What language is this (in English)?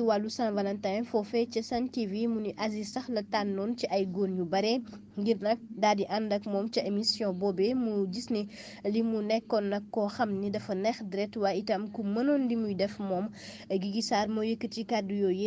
Wolof